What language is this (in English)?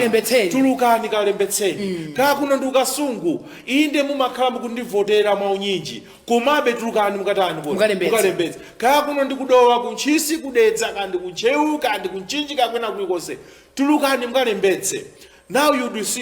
Nyanja